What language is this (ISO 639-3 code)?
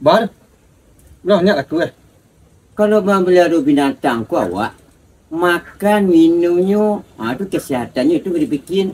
min